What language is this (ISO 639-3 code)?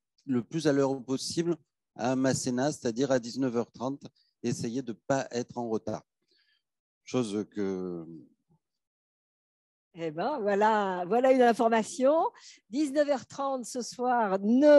fra